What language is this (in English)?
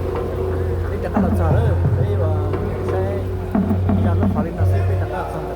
Hmong